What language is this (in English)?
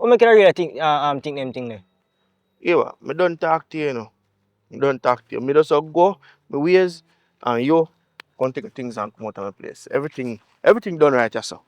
Jamaican Creole English